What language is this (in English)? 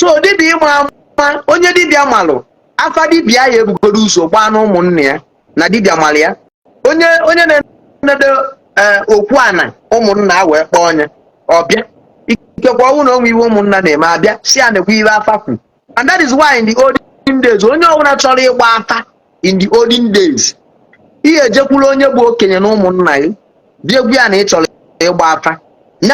Igbo